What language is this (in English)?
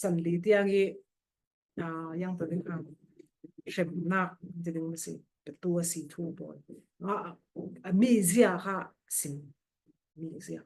Falam Chin